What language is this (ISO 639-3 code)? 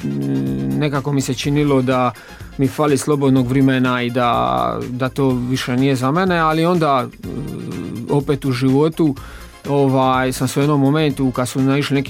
hrv